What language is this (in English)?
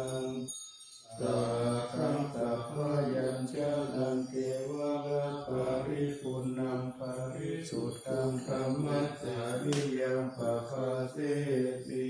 Pali